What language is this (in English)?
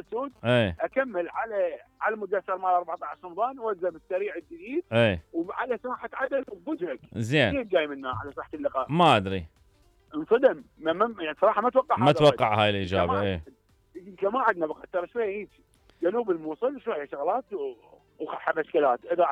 Mesopotamian Arabic